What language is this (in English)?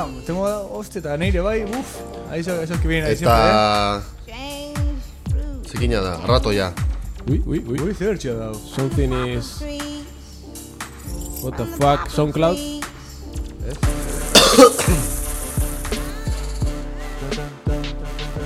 Basque